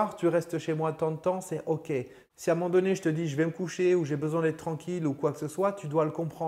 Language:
French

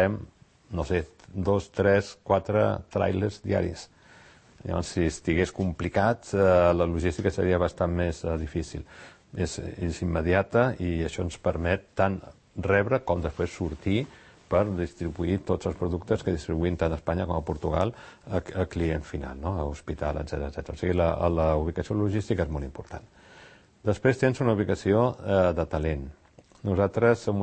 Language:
Catalan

